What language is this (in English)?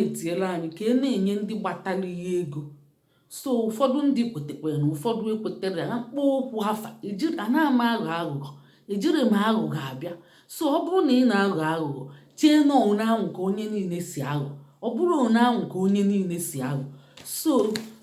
Igbo